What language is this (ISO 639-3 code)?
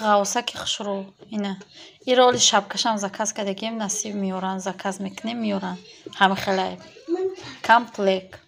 tgk